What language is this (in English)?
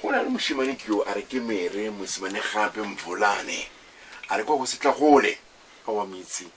Tswana